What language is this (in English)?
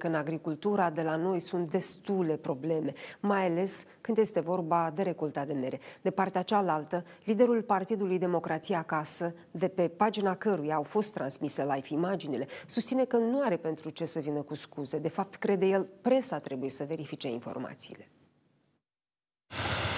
Romanian